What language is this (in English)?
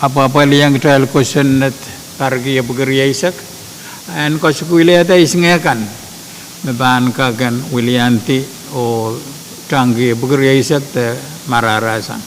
Pohnpeian